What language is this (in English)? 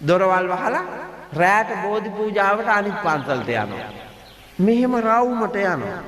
Sinhala